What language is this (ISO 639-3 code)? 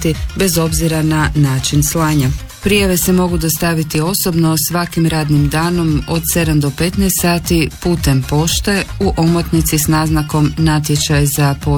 hrv